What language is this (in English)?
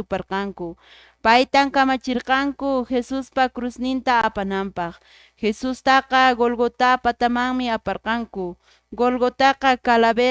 Quechua